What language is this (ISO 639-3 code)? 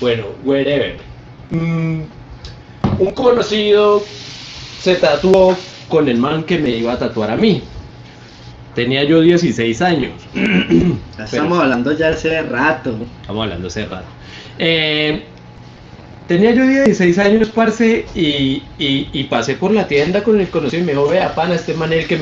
spa